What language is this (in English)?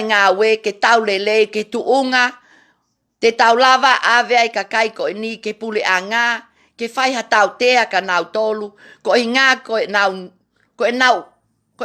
Tongan